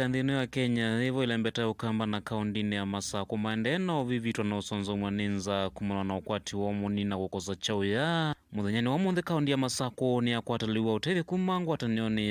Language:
Kamba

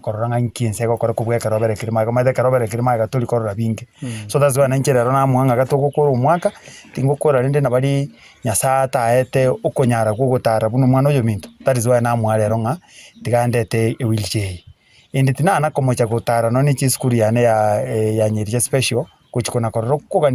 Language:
Gusii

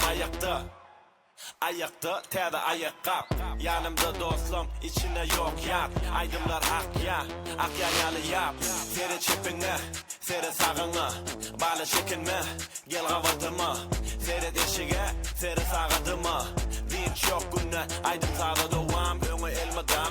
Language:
Turkmen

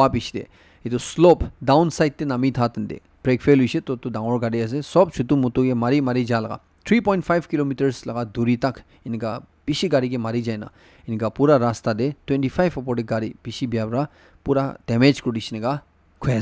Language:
Naga Pidgin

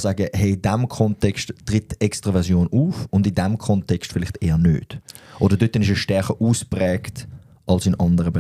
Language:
Swiss German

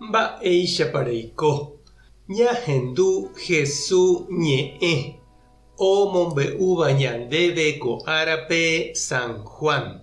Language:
Guarani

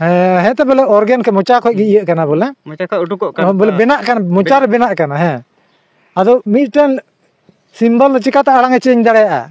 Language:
Santali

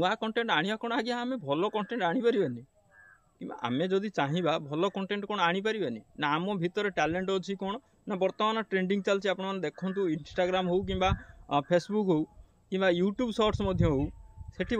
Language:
Odia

